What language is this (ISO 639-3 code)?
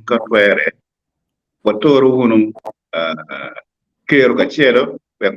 ach